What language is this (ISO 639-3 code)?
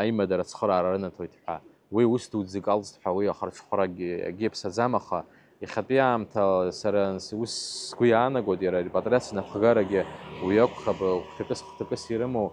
abk